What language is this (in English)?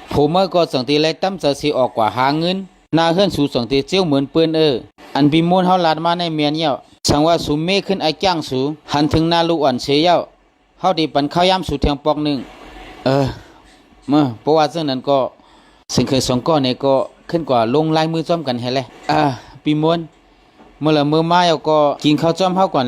Shan